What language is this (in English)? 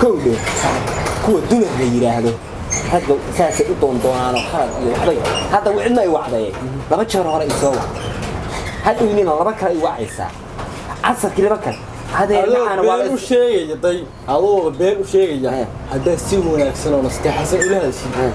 Somali